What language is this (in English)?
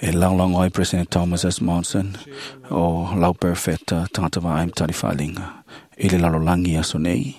Samoan